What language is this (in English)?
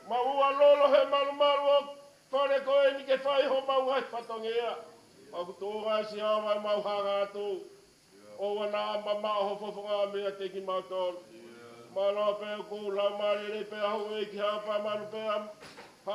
Tongan